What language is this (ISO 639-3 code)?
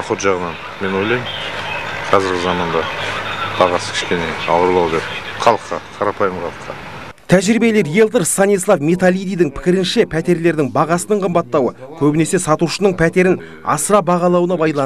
kaz